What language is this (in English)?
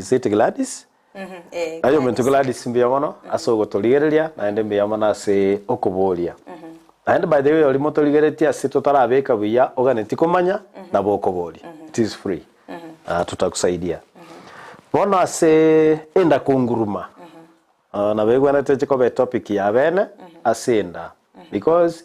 Gusii